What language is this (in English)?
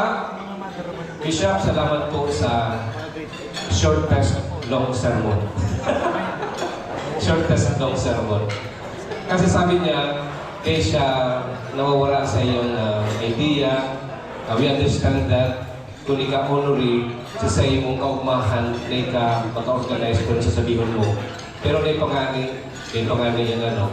Bikol